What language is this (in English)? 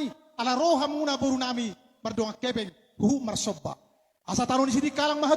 Batak Toba